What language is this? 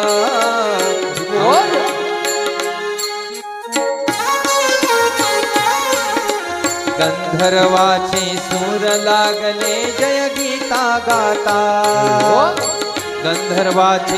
Marathi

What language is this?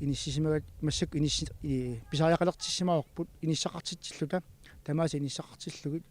Kalaallisut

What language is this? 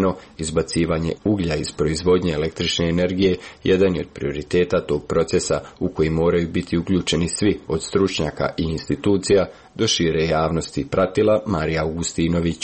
Croatian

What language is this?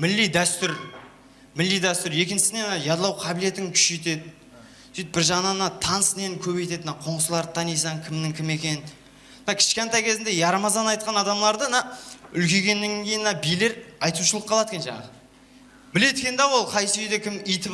Kara-Kalpak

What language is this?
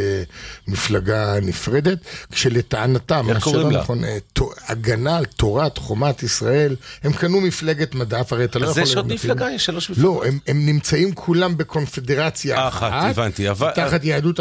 Hebrew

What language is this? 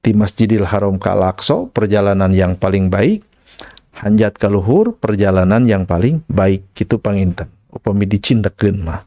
Sundanese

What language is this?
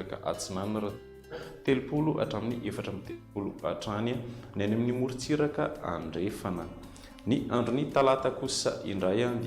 Malagasy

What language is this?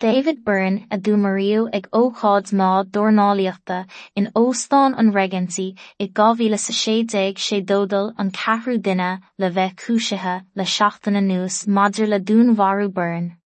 Irish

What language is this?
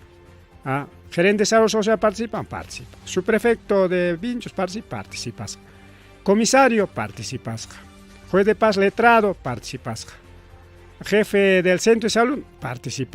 Ayacucho Quechua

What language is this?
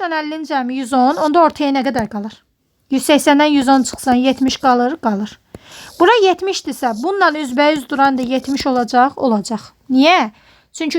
Azerbaijani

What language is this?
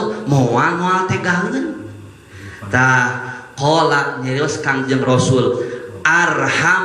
Sundanese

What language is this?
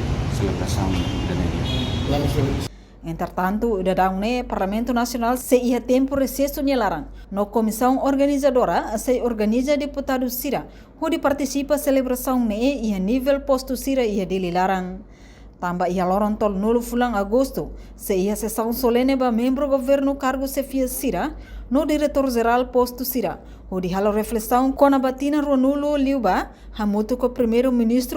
Tetum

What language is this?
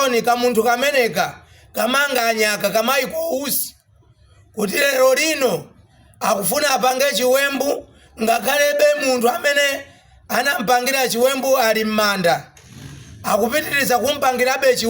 Nyanja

